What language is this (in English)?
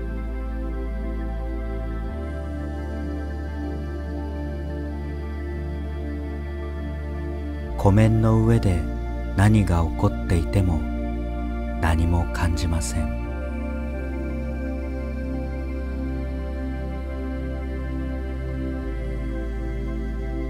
Japanese